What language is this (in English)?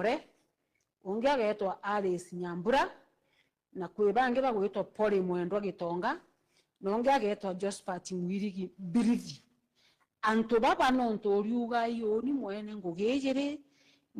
Meru